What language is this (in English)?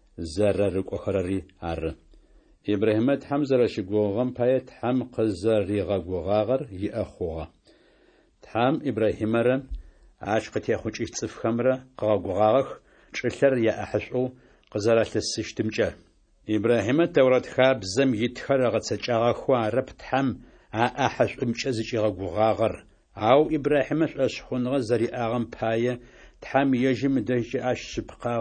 Adyghe